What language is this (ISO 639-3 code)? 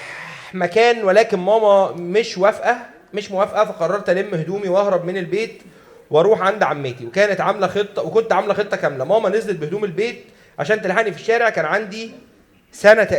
arz